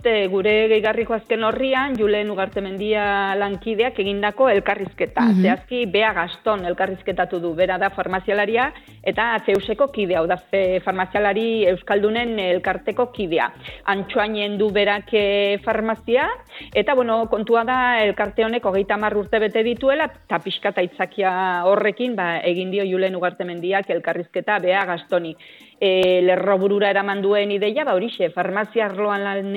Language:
Basque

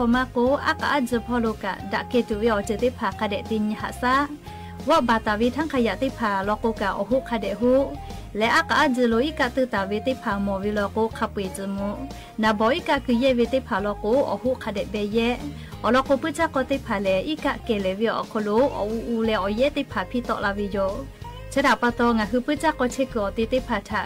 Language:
Lahu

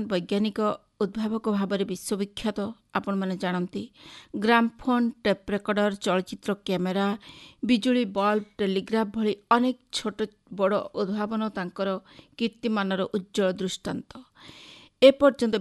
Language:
Odia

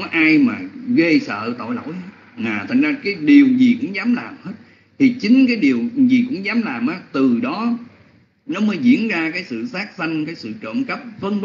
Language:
Vietnamese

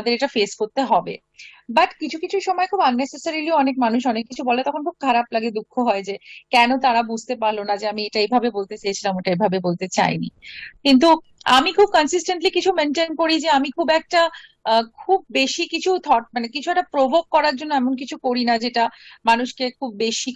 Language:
Bangla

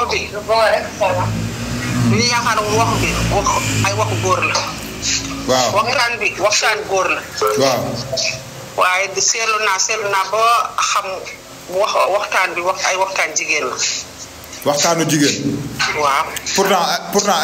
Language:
Wolof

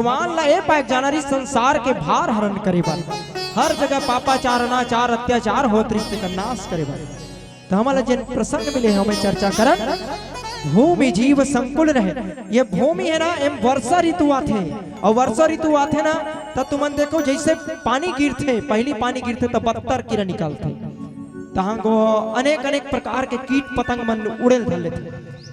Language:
Chhattisgarhi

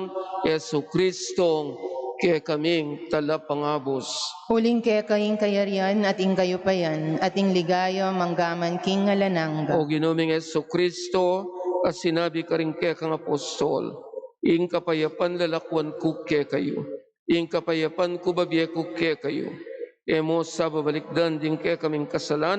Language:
Pampanga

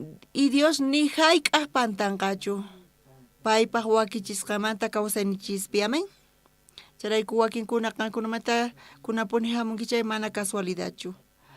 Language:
South Bolivian Quechua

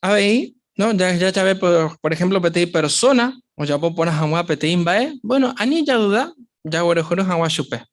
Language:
Guarani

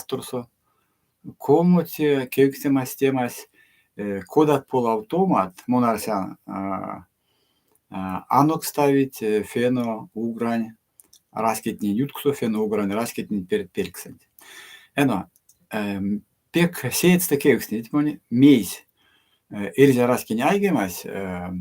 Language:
Erzya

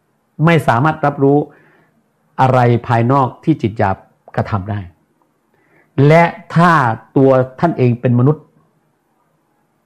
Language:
Thai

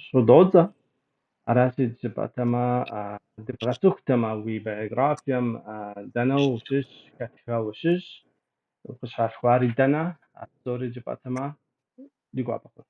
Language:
Kabardian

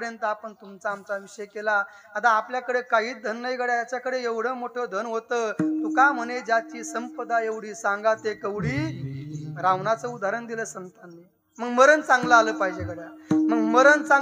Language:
Marathi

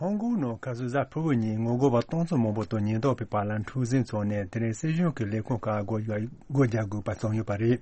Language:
Tibetan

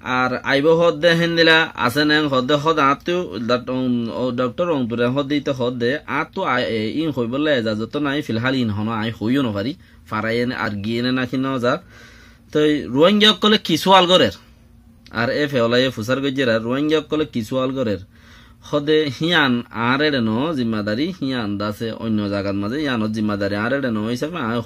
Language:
Rohingya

